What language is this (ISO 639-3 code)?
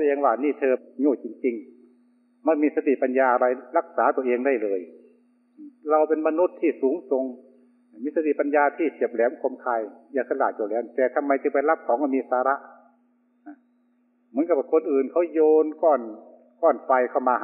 tha